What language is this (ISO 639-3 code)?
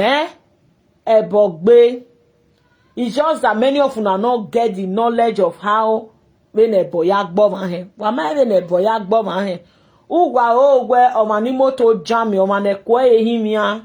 pcm